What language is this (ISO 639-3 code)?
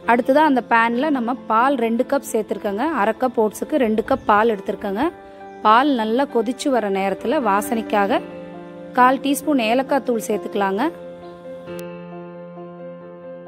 tam